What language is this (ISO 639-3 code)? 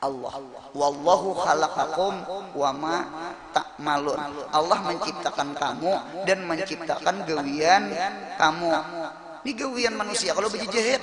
bjn